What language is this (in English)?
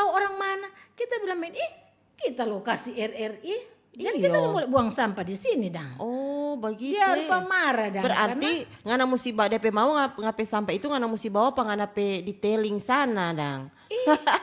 Manado Malay